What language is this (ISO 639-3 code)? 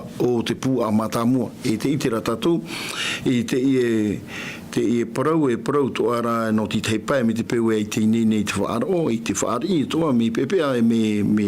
tah